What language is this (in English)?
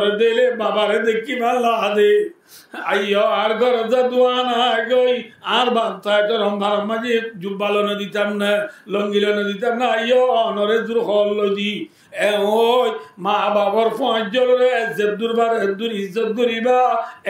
Rohingya